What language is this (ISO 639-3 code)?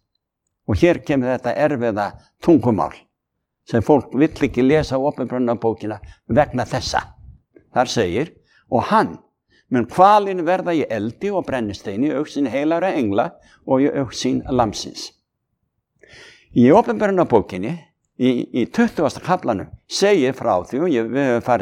isl